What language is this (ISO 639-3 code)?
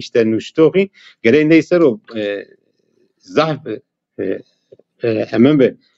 zza